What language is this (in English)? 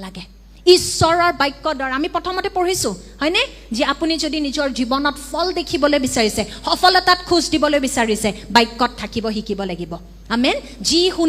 Assamese